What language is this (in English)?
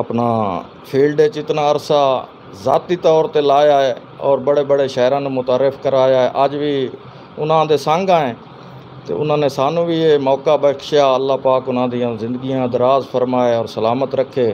Saraiki